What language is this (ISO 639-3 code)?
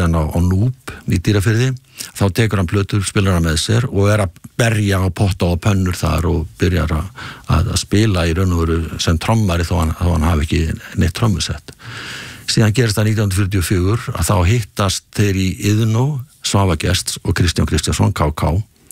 isl